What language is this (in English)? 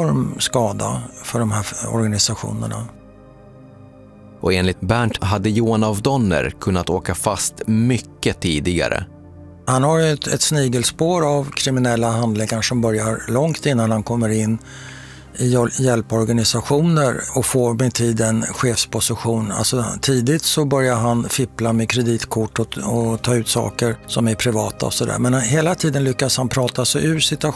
Swedish